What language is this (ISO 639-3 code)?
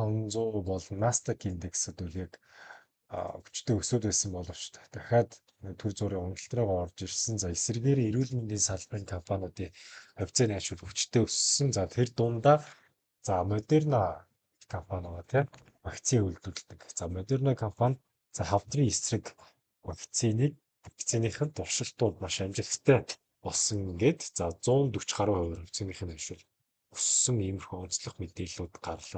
mon